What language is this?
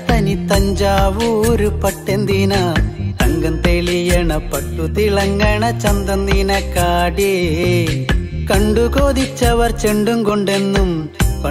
Malayalam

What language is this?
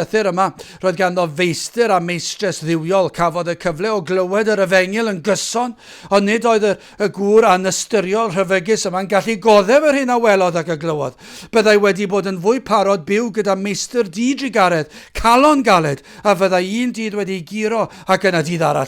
Welsh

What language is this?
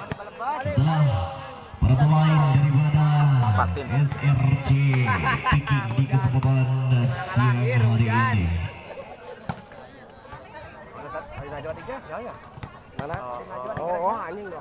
Indonesian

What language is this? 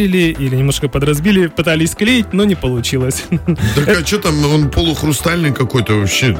Russian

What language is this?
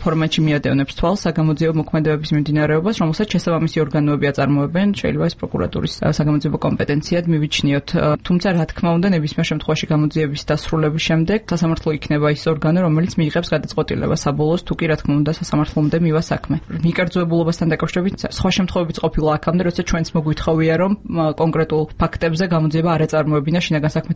Georgian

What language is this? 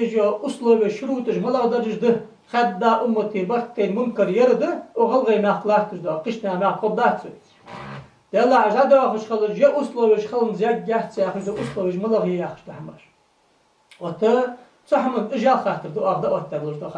Ingush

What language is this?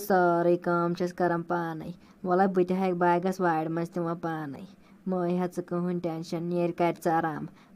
Kashmiri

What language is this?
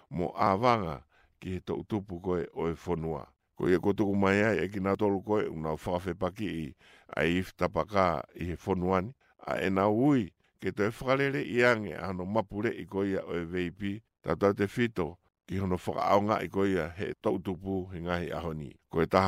Tongan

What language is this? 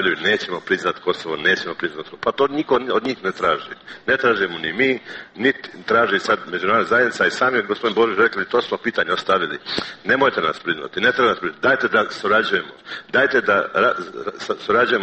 Serbian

